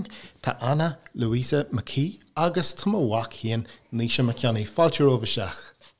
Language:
Irish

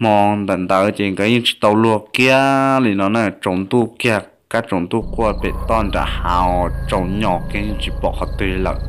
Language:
Hmong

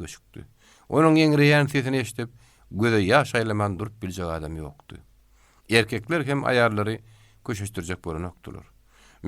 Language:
Turkmen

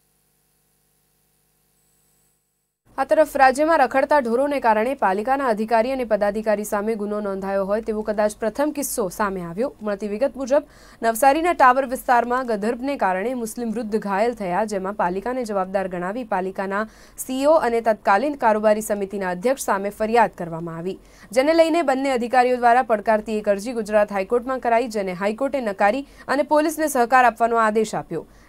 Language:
Gujarati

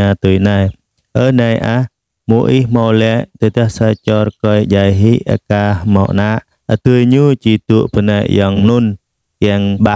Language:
Jarai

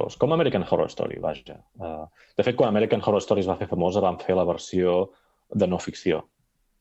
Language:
Catalan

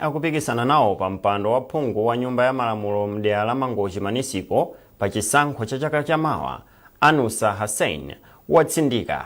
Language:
Nyanja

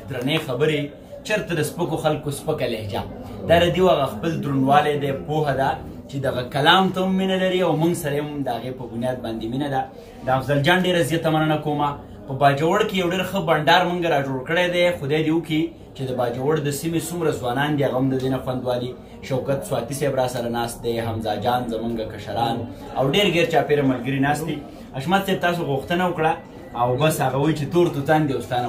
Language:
Pashto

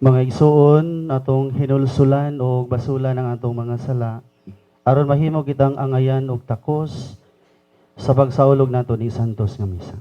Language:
Cebuano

